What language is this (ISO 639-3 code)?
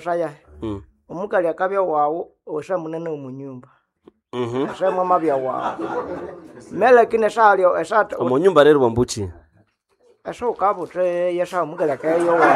nnb